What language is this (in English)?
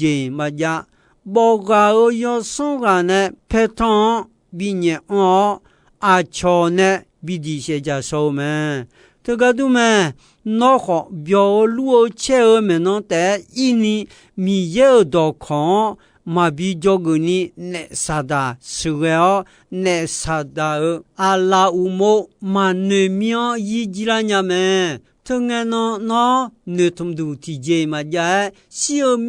Akha